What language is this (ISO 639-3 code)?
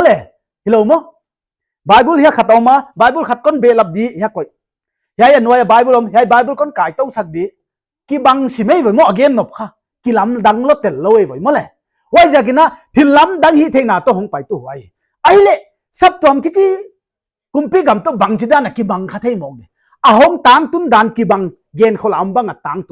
pck